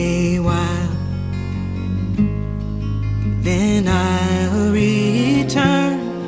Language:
Basque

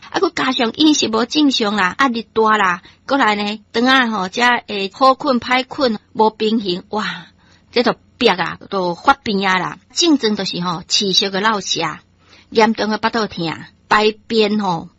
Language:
Min Nan Chinese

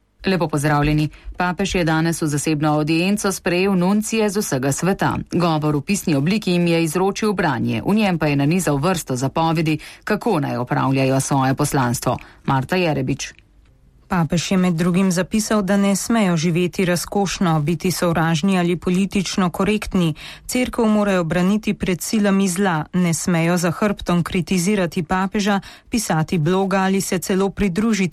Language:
Slovenian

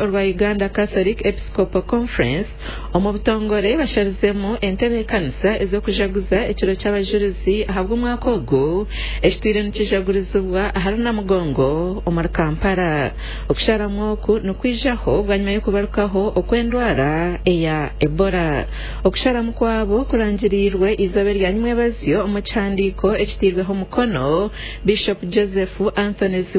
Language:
Nyankole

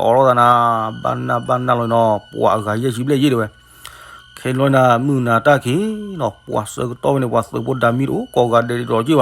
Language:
S'gaw Karen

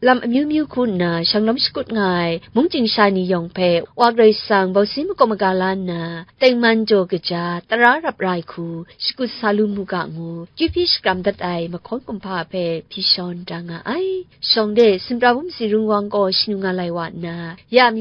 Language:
Kachin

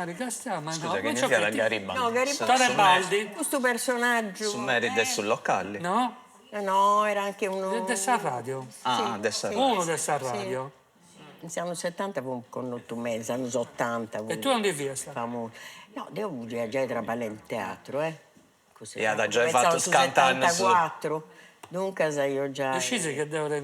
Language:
Sardinian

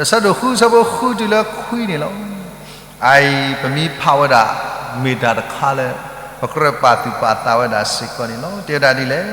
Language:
S'gaw Karen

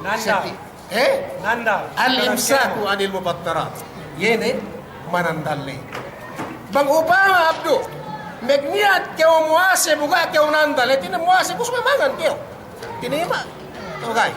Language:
Yakan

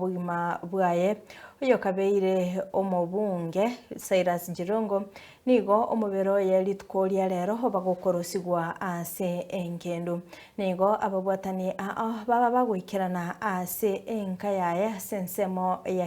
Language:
Gusii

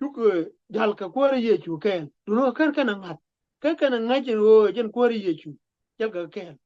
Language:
Nuer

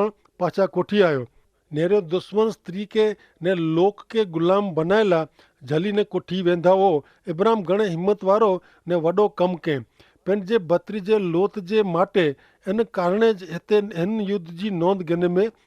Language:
Kachhi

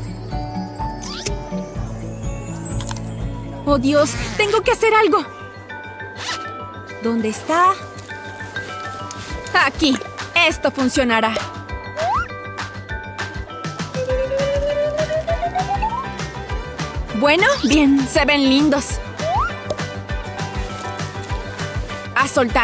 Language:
Spanish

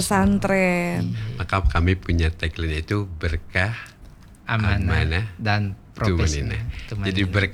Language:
Indonesian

